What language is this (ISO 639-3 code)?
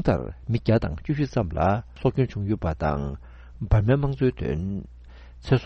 bod